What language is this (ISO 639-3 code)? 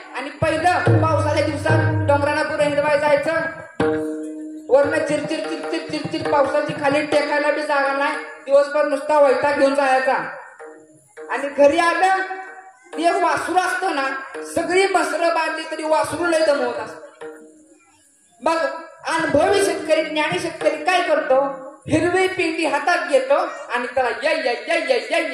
mar